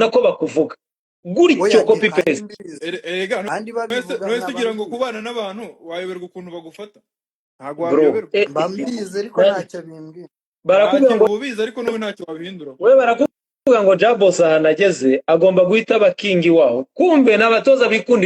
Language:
Kinyarwanda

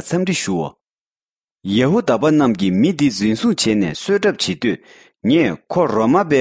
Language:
Tibetan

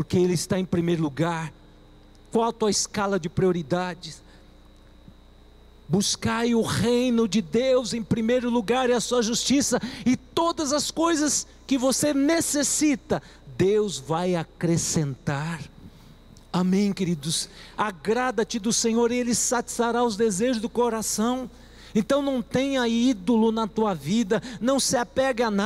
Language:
Portuguese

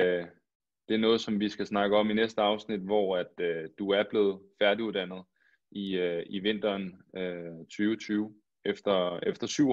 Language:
Danish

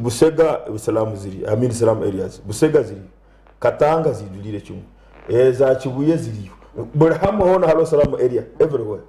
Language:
Nyankole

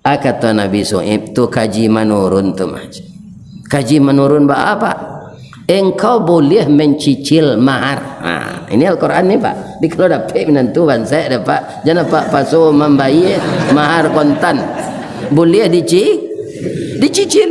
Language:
Minangkabau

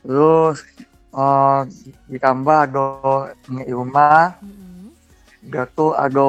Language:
Minangkabau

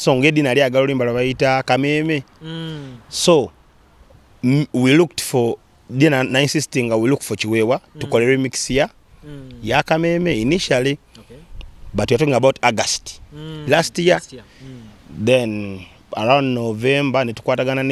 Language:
Ganda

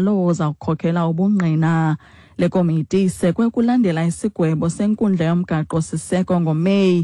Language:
Xhosa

